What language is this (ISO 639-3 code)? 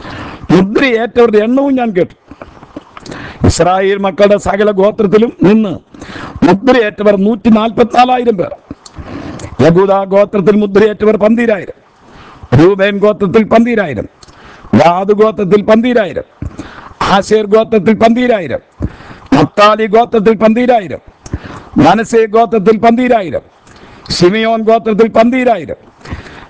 mal